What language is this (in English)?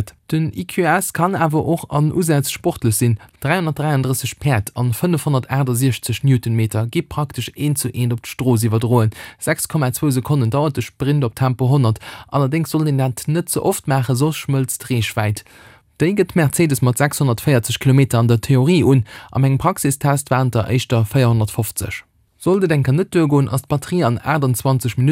Luxembourgish